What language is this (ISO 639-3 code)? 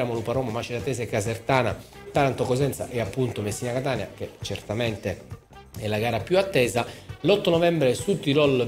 ita